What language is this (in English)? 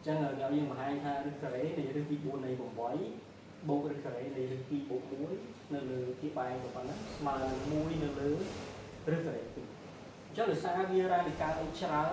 Khmer